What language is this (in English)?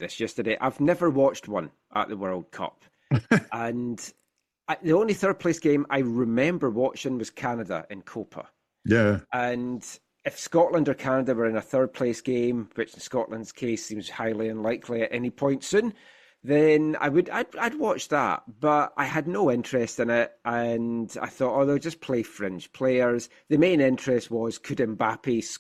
English